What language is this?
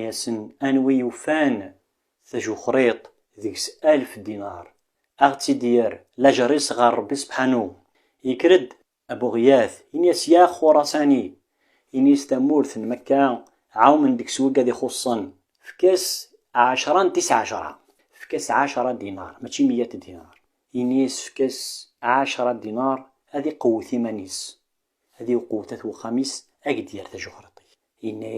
Kabyle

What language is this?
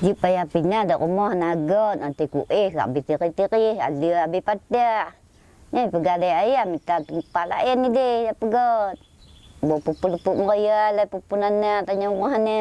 Achinese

